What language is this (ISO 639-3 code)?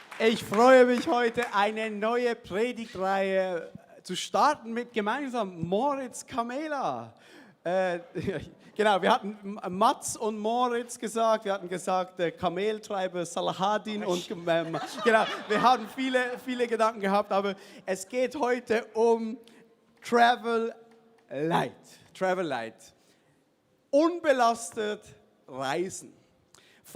gsw